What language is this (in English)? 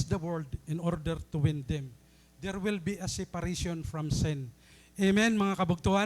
Waray